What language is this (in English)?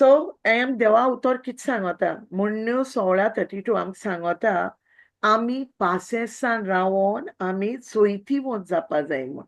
Konkani